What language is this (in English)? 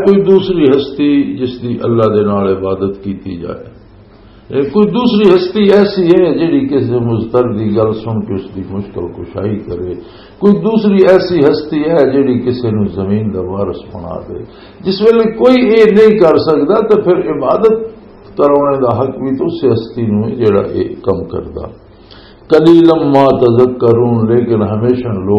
Western Panjabi